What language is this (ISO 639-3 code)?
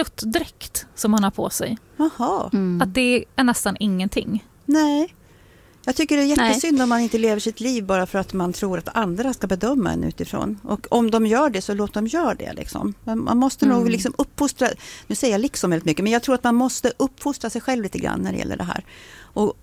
swe